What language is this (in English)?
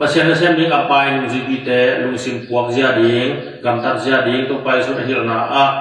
Tedim Chin